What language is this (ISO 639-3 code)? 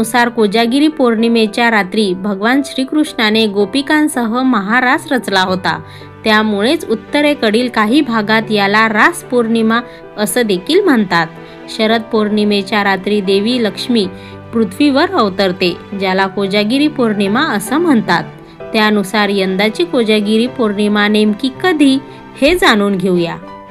mar